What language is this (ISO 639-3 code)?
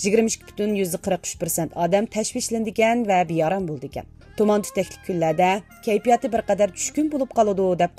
uig